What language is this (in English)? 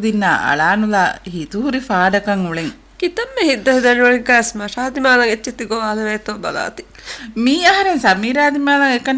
Divehi